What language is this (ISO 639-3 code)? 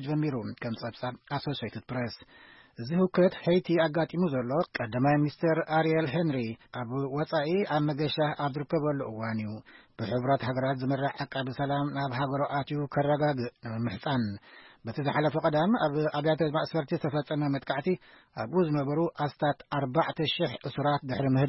tir